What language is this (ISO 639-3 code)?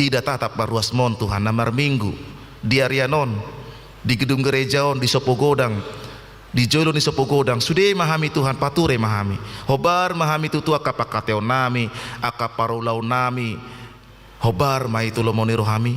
bbc